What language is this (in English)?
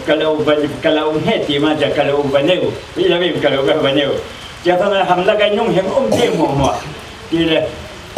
Falam Chin